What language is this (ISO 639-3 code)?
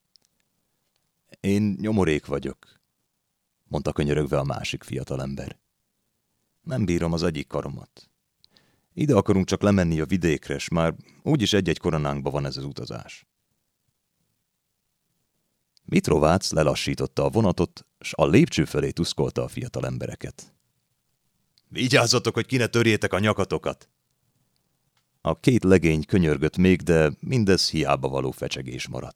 hun